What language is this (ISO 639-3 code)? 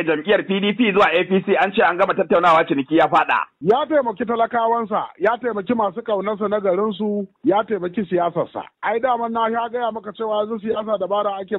hau